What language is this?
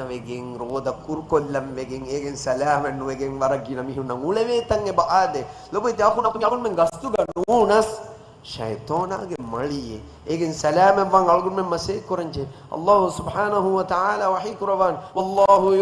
Divehi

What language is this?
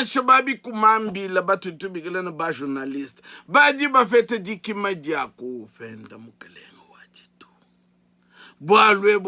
Luba-Lulua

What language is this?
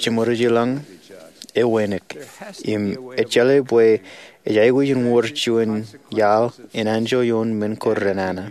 Marshallese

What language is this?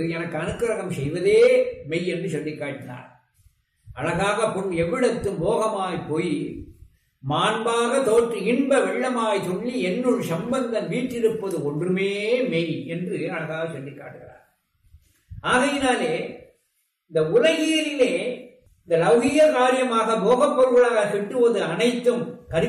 Tamil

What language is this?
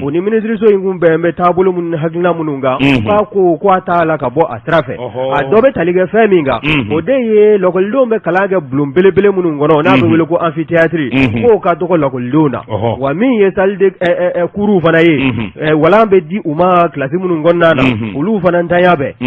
Bambara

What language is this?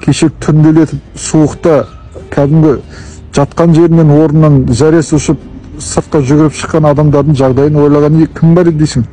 Kazakh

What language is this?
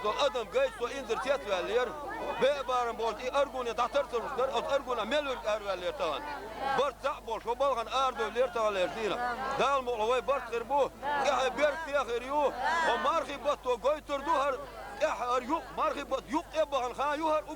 Chechen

